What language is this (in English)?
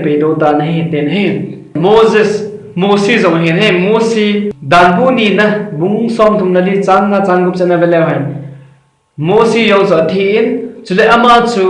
Thado Chin